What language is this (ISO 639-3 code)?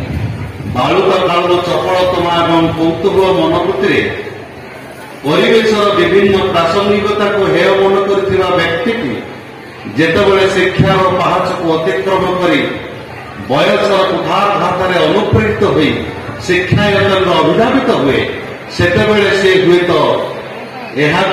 ori